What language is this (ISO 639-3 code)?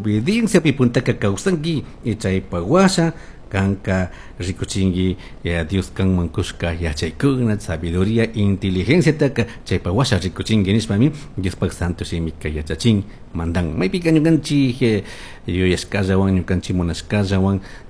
qug